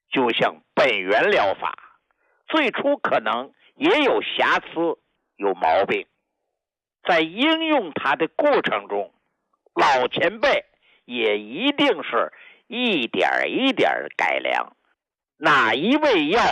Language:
Chinese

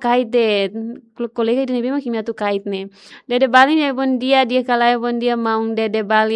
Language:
Tetum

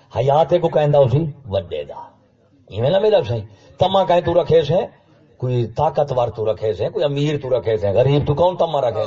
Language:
Saraiki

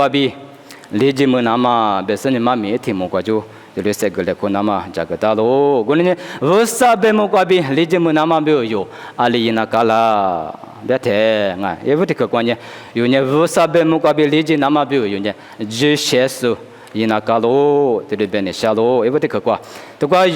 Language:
Lisu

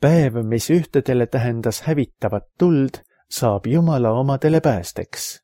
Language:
Estonian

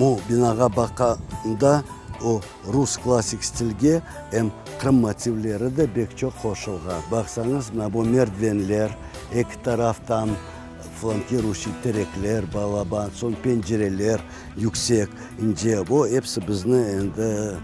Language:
Crimean Tatar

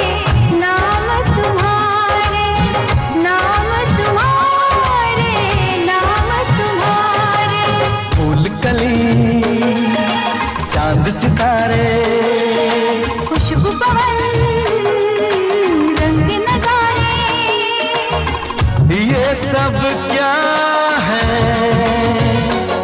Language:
Hindi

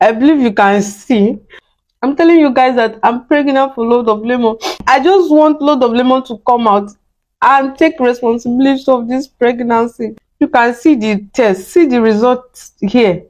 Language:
Nigerian Pidgin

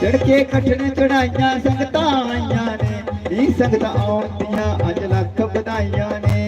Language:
Dogri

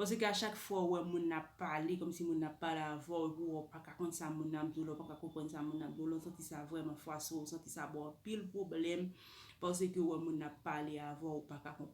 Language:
Haitian Creole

